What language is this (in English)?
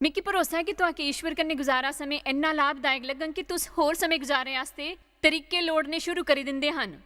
Dogri